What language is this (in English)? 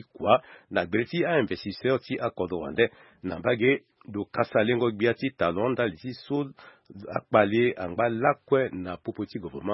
Sango